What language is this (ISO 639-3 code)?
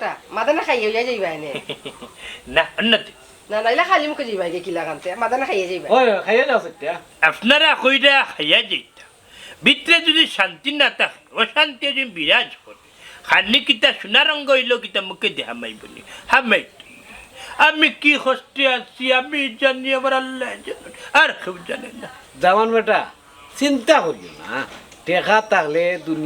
syl